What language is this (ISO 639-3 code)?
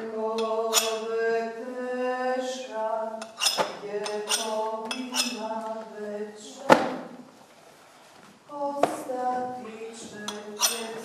hrv